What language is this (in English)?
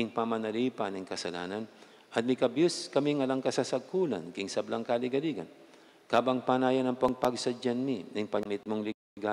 Pampanga